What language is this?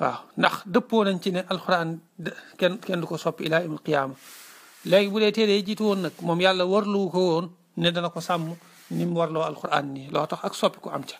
Wolof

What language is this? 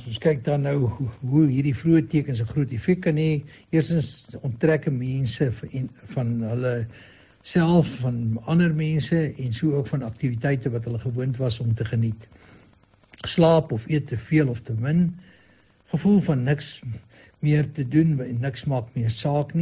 Afrikaans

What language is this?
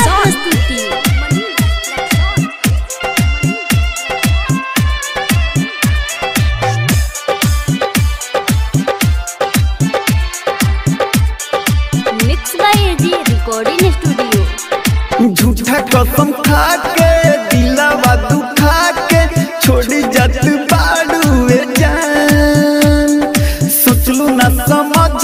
Bhojpuri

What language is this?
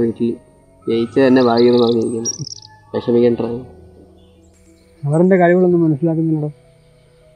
Malayalam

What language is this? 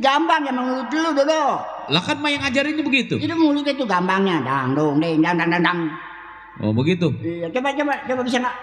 Betawi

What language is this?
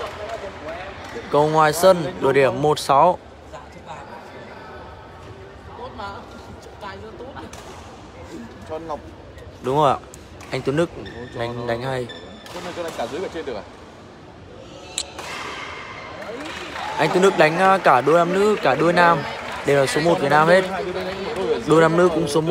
Vietnamese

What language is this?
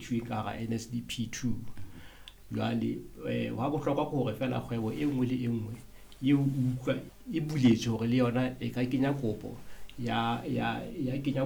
Southern Sotho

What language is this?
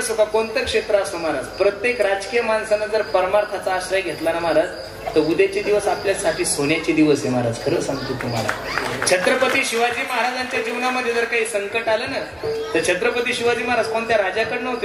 Marathi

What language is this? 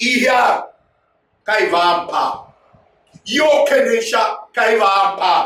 Tiv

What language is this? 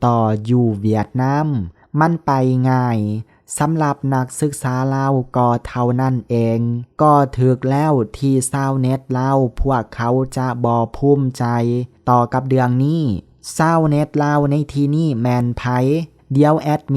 Lao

